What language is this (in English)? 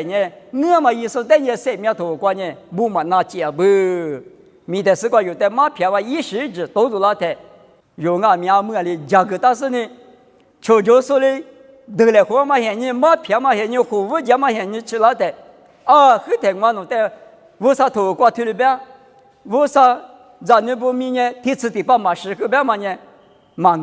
Lisu